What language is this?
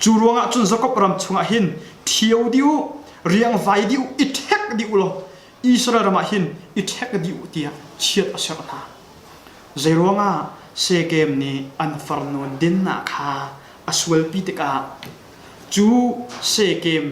Hakha Chin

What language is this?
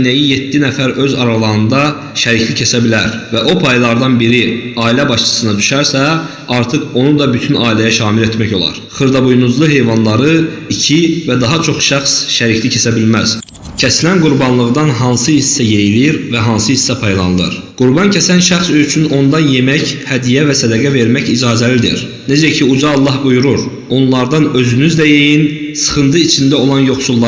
Azerbaijani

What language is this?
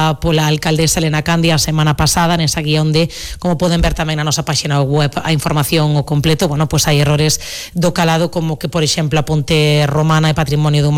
Galician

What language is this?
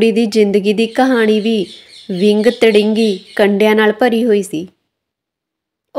Punjabi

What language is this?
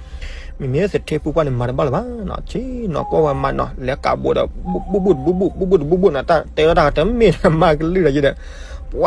S'gaw Karen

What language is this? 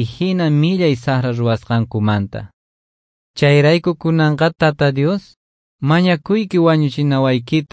Quechua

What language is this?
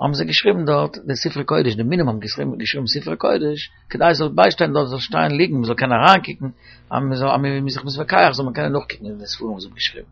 Yiddish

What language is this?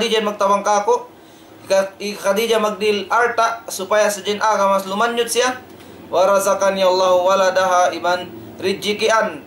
Tausug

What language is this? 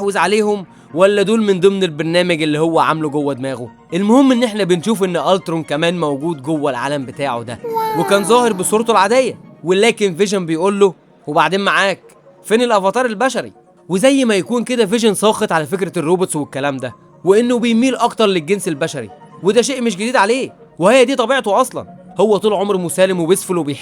Egyptian Arabic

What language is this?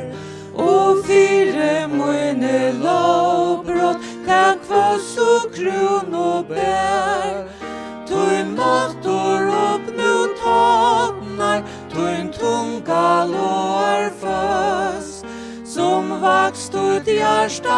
Faroese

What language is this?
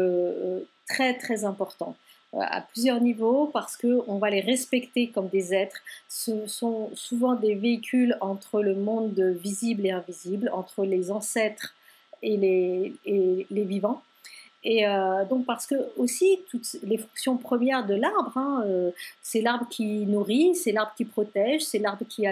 French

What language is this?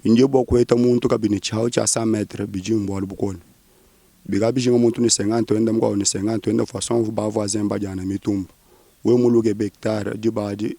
Luba-Lulua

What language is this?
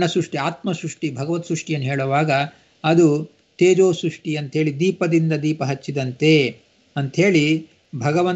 Kannada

